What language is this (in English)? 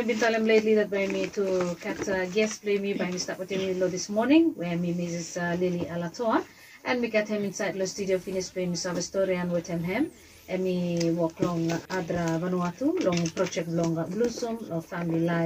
Bislama